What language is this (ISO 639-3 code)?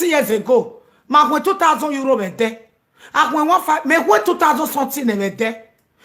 pcm